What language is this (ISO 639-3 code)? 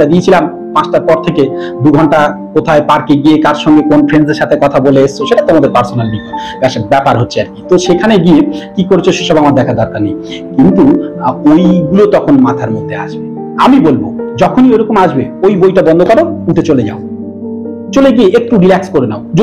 ben